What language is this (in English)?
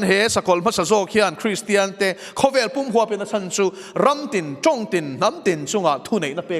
Mizo